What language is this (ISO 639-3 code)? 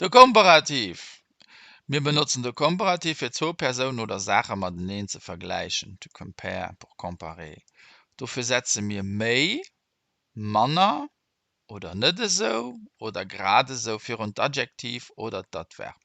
ltz